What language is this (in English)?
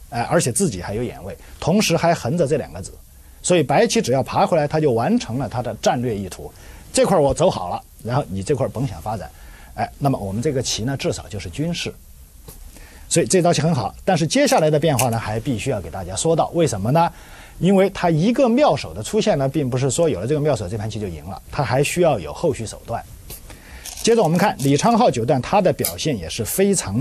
Chinese